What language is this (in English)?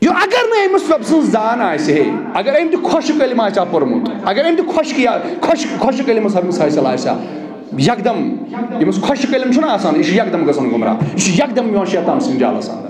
Kashmiri